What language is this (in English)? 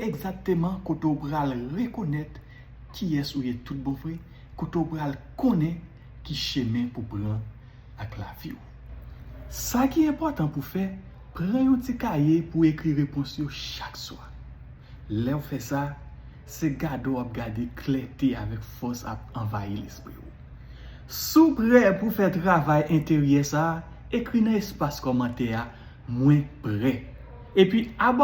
Haitian Creole